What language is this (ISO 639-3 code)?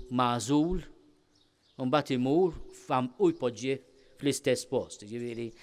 mlt